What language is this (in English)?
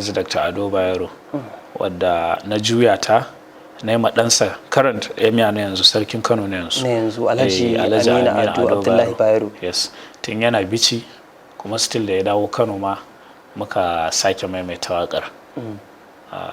Hausa